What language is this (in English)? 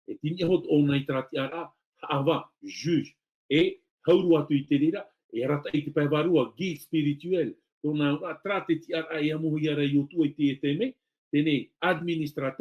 Tahitian